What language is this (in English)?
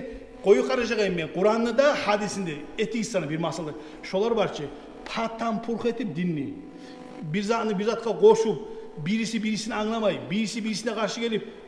Kumyk